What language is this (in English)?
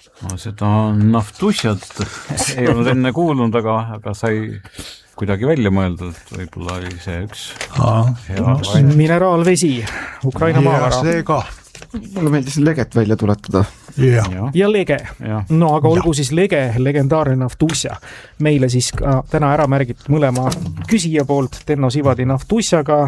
Estonian